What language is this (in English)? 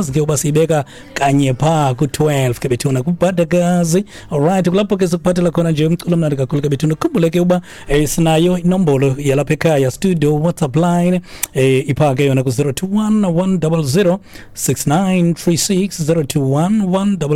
Xhosa